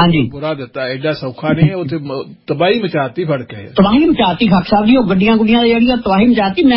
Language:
Punjabi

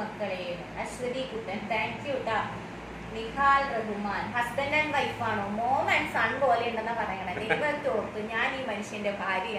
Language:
Malayalam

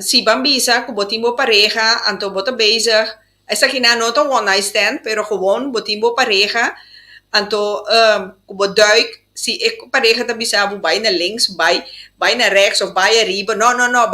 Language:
Papiamento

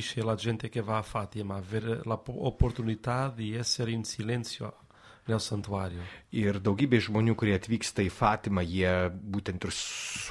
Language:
Lithuanian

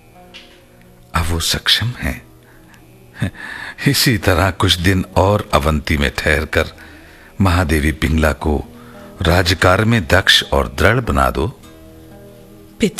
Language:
Hindi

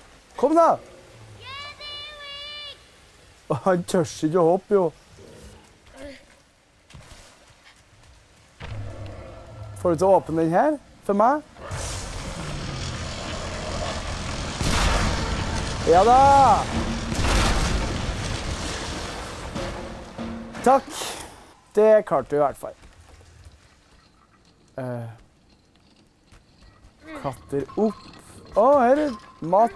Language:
Norwegian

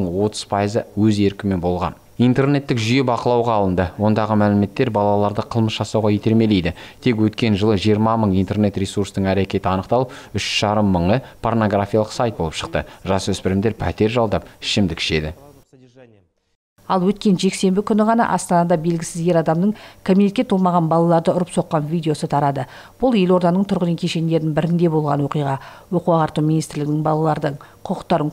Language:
Kazakh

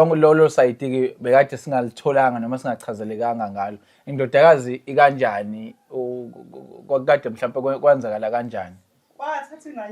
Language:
Zulu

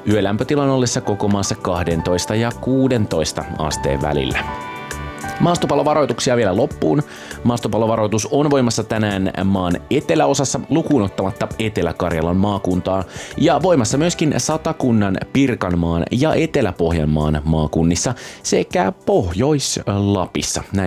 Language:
Finnish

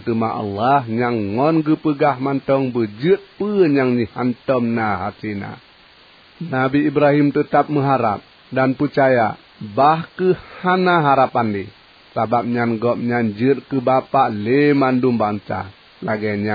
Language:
Achinese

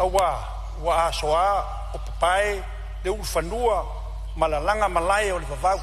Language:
Samoan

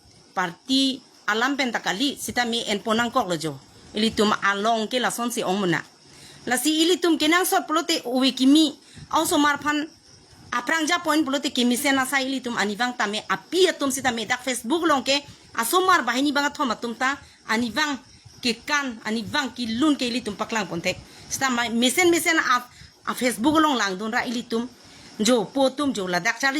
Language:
Karbi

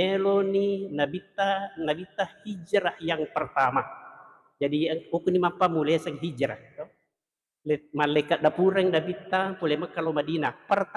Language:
Buginese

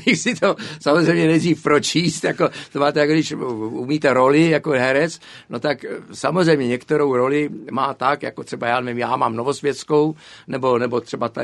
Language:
Czech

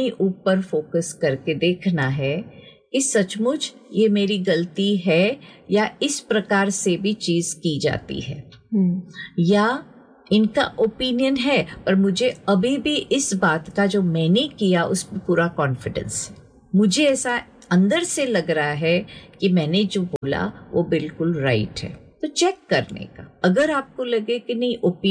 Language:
Hindi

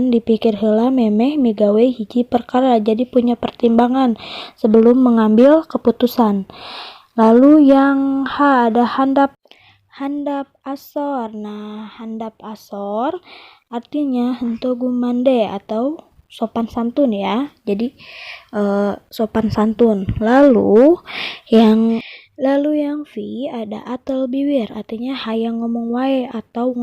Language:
Sundanese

